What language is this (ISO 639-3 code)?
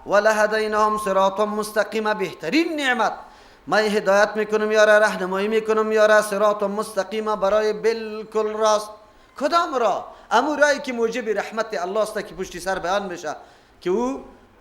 fas